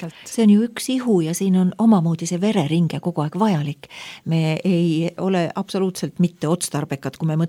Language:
Estonian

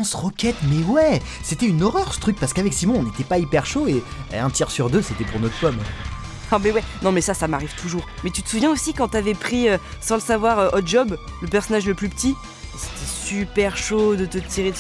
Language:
French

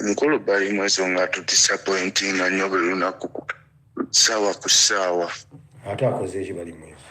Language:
Ganda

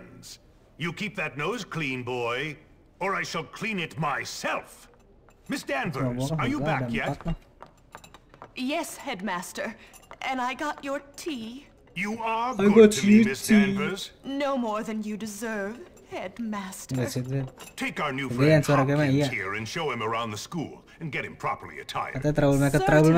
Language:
Indonesian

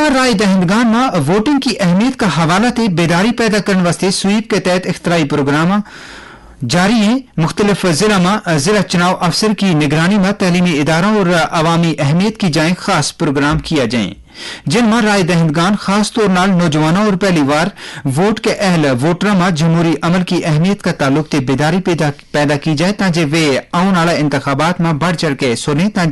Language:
Gujari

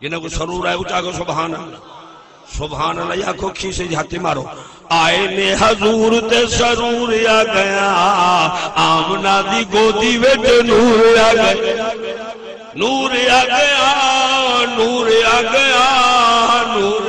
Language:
Saraiki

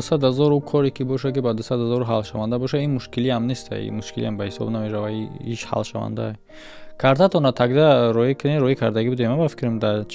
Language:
Tajik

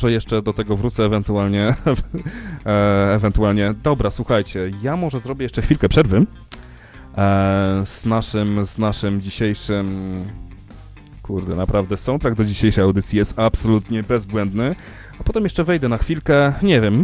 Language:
Polish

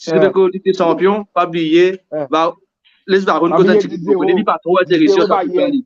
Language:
Morisyen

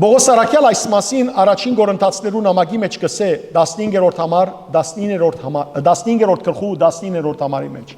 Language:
Western Armenian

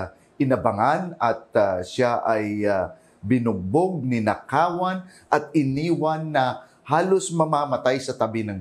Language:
Filipino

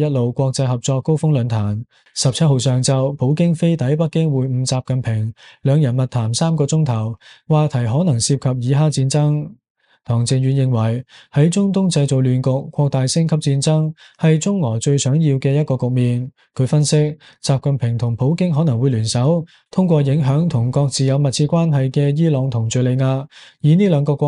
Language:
Cantonese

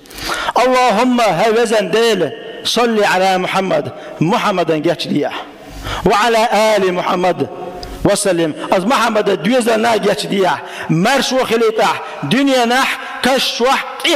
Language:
Chechen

